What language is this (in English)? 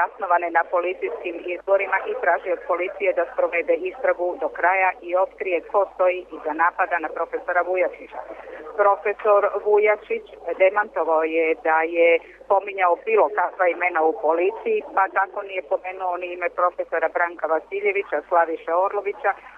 Serbian